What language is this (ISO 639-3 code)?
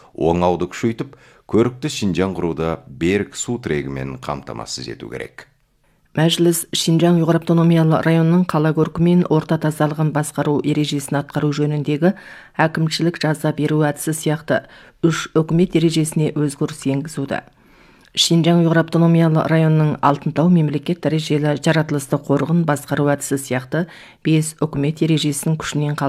kaz